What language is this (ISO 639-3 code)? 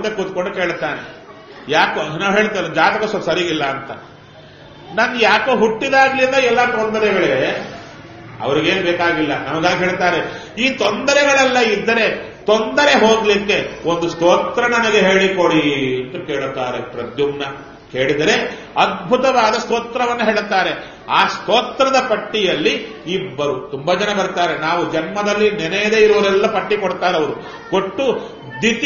kan